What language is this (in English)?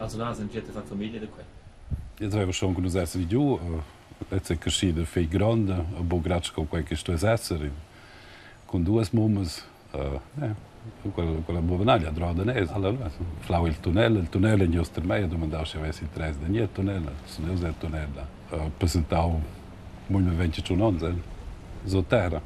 Romansh